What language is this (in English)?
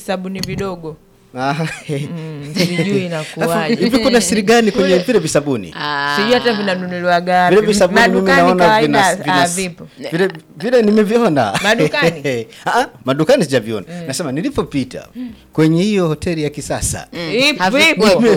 Swahili